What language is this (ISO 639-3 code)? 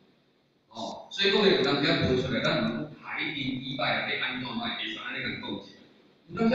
nan